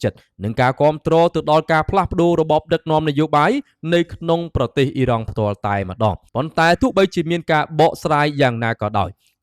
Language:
Khmer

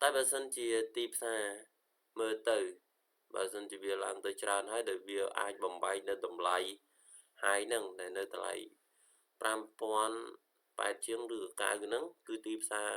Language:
Khmer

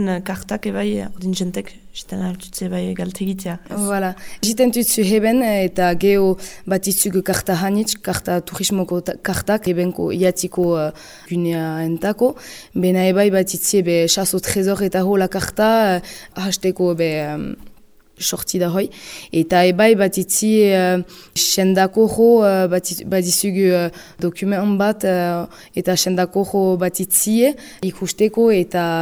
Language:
Basque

